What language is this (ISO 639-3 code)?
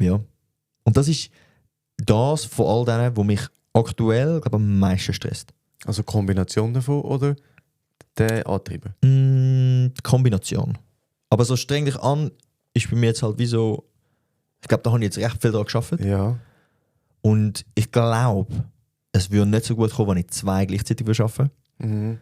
gsw